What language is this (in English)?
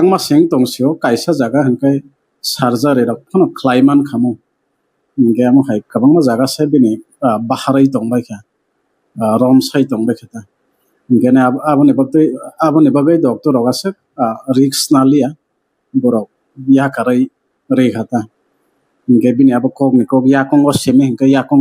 Kok Borok